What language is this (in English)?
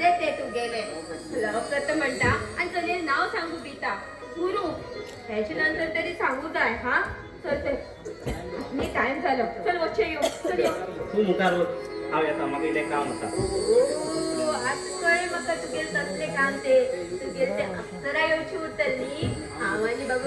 Konkani